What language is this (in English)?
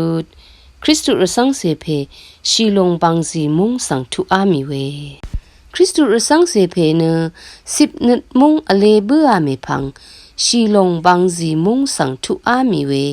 Rawang